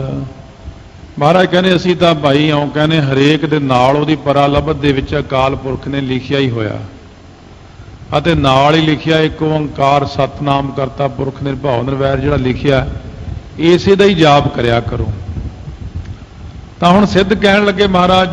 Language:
Punjabi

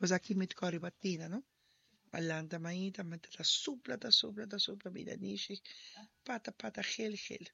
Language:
Papiamento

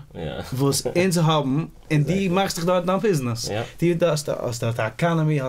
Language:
Yiddish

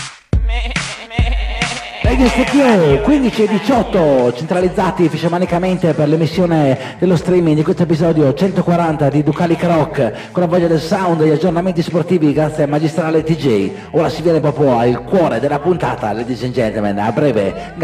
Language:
Italian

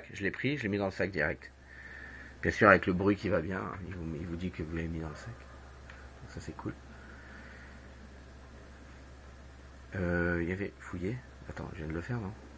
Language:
French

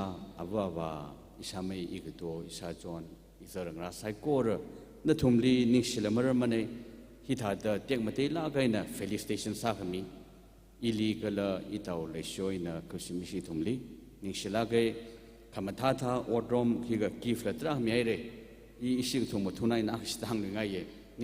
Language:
Tangkhul Naga (India)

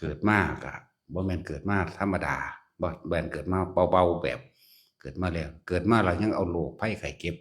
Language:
Northeastern Thai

